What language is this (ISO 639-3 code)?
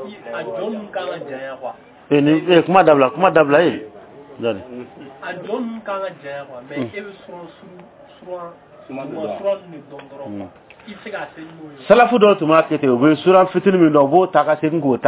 dyu